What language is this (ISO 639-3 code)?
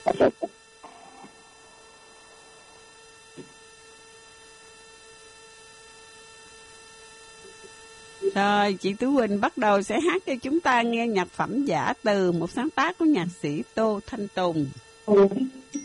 vie